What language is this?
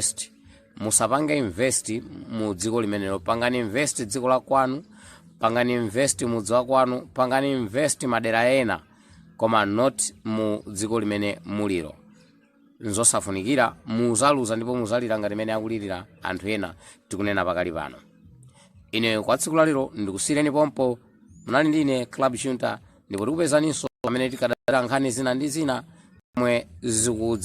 Nyanja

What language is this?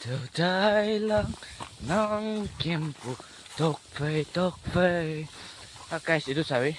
Naga Pidgin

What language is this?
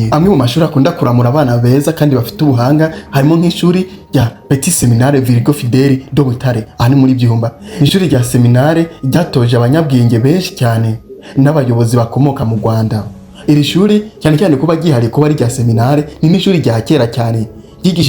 Kinyarwanda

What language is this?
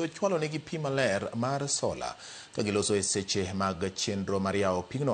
Luo (Kenya and Tanzania)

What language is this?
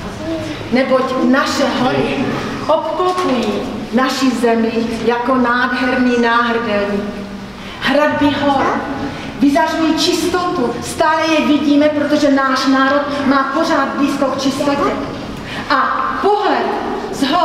Czech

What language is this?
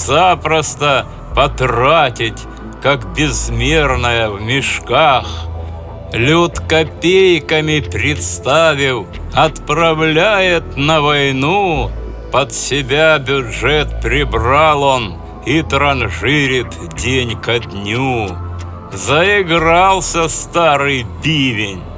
Russian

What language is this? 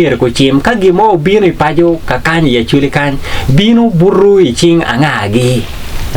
Acoli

